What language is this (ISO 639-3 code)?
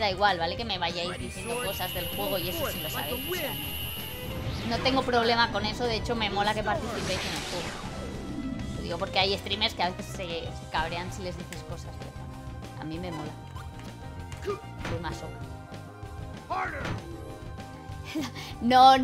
spa